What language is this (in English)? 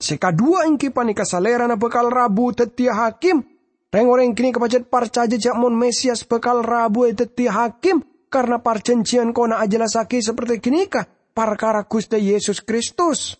Madurese